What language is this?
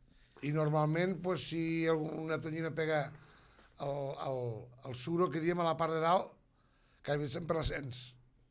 Catalan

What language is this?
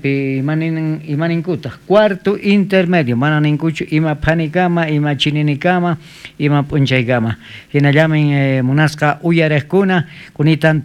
South Bolivian Quechua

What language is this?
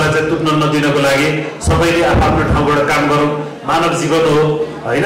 Nepali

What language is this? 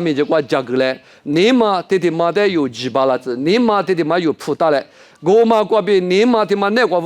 Lisu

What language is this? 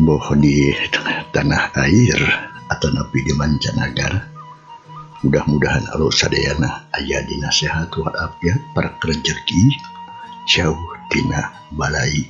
Sundanese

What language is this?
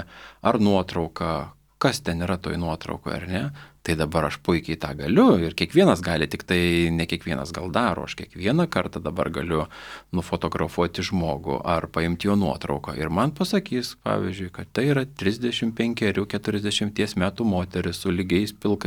Lithuanian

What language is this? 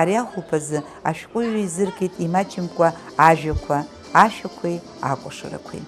Abkhazian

